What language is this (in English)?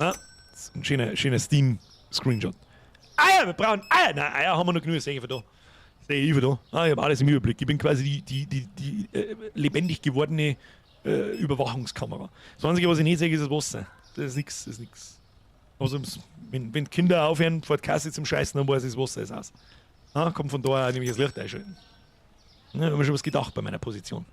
Bavarian